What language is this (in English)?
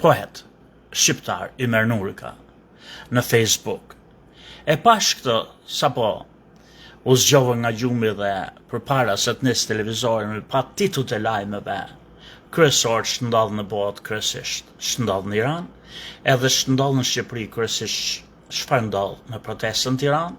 Albanian